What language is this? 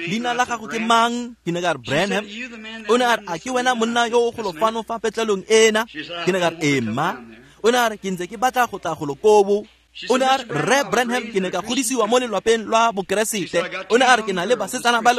Tswana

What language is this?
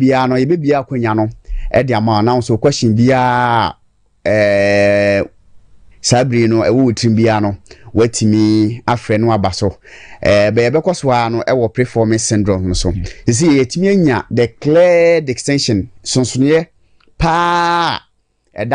Akan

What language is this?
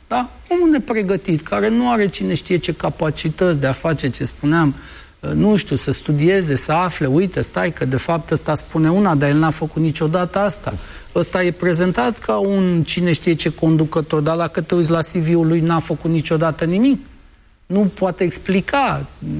Romanian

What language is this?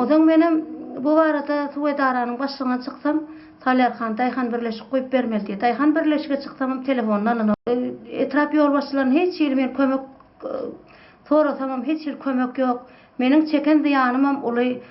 Turkmen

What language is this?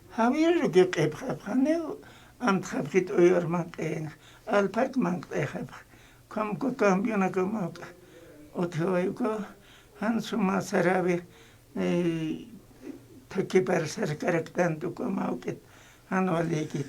Aymara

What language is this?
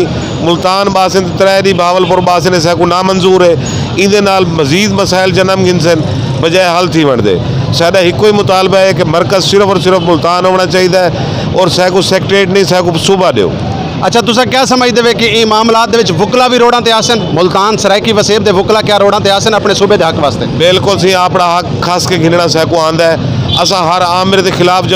Saraiki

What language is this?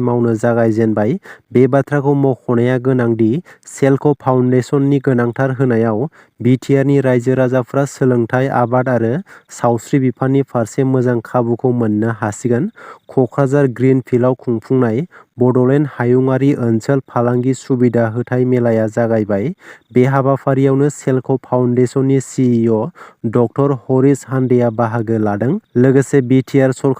Bodo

